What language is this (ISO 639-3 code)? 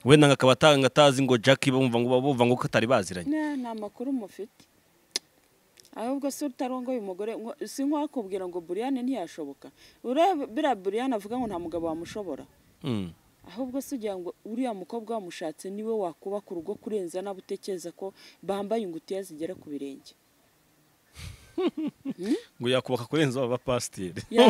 kin